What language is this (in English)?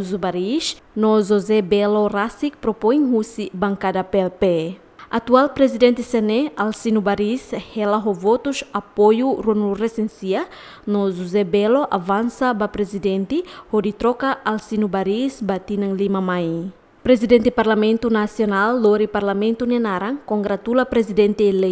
Tetum